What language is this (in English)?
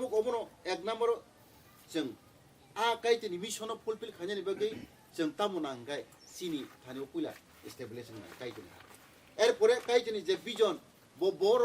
Kok Borok